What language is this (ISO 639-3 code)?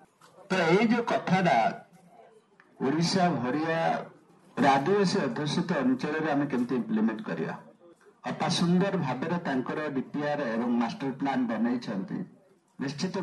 ori